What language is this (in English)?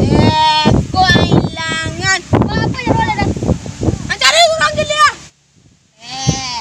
Minangkabau